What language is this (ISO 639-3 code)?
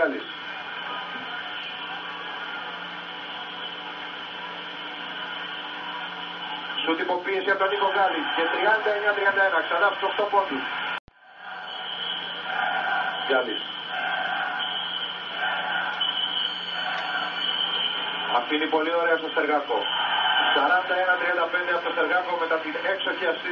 ell